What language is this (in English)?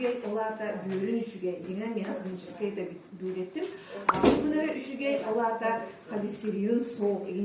Yakut